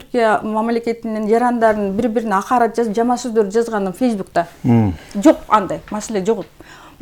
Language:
Kyrgyz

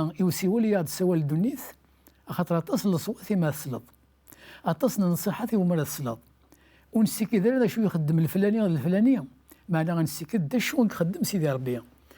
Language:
Kabyle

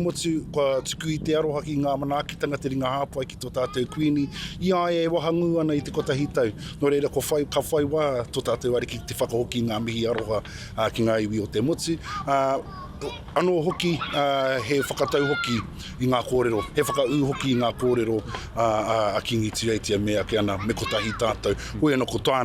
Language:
Māori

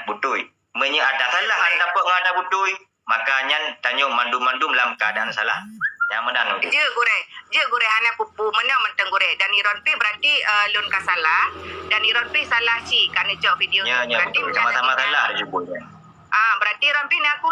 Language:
Achinese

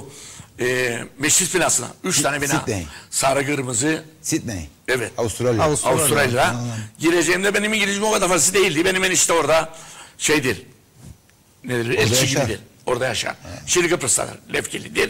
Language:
Turkish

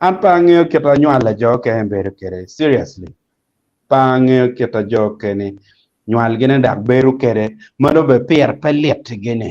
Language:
Acoli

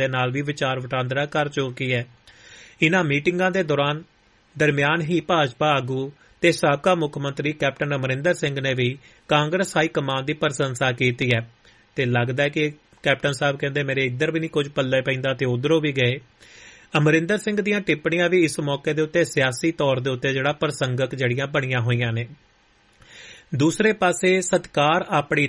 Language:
Punjabi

